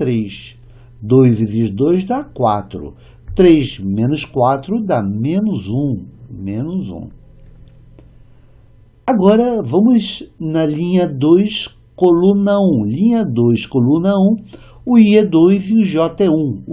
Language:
Portuguese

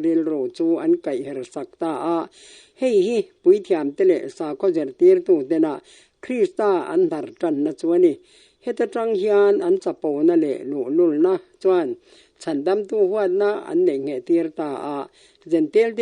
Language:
Mizo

